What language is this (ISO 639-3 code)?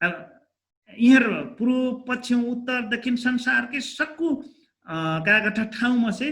thl